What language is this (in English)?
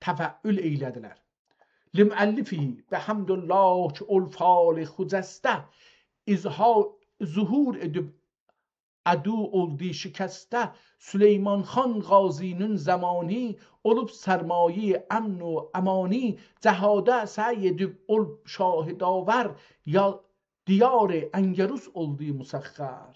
South Azerbaijani